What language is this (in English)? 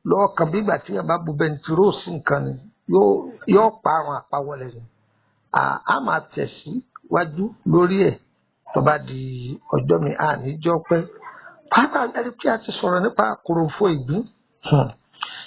Yoruba